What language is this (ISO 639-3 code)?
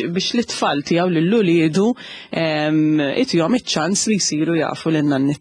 mlt